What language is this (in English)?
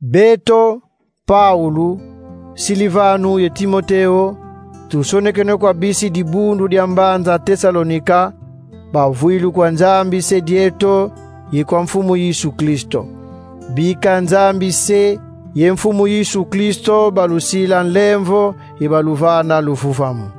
Kongo